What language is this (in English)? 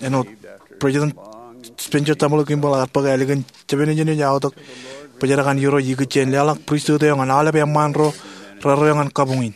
Marshallese